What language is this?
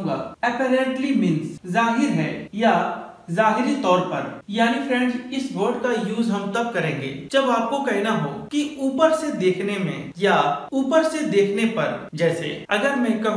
Hindi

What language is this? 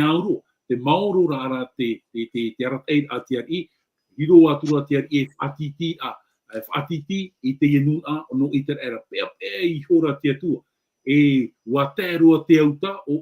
Tahitian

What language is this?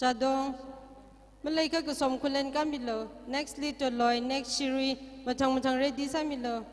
Tangkhul Naga (India)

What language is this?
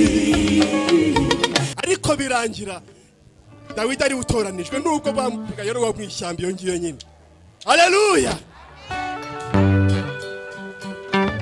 Kinyarwanda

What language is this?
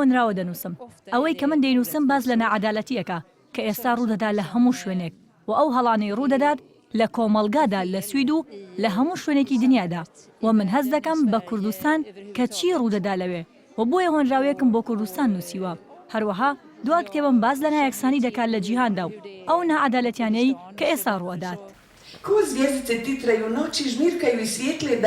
Central Kurdish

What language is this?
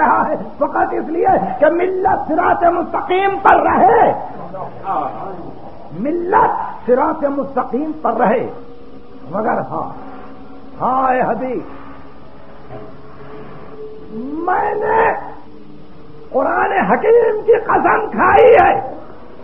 Urdu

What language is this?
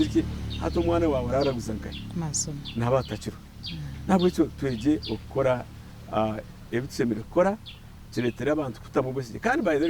Nyankole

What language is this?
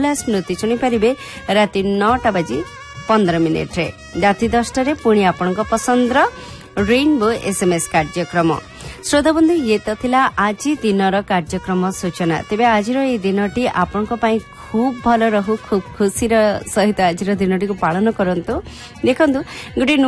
Odia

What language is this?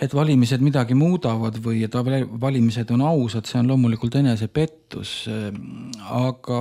Estonian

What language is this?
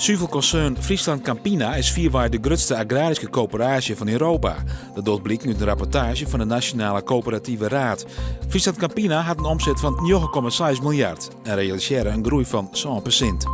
Western Frisian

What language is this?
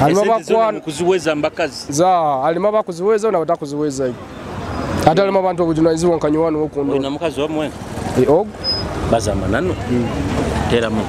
Nyoro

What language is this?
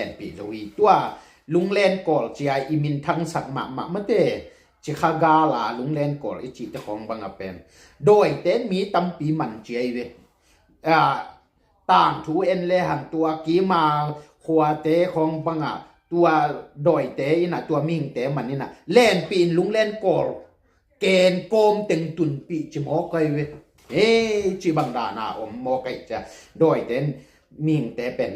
Tedim Chin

